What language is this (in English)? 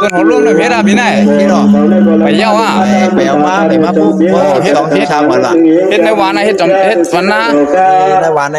Shan